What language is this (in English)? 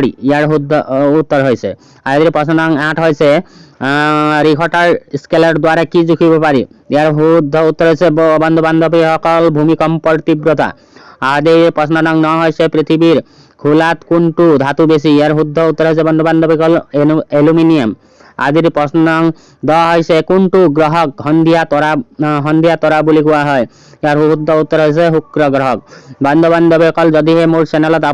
Assamese